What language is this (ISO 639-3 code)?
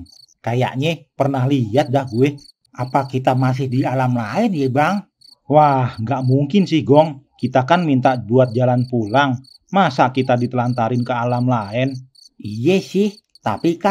bew